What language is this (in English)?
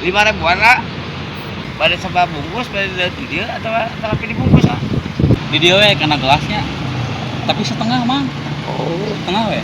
Sundanese